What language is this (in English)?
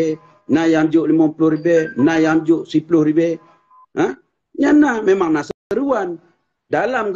Achinese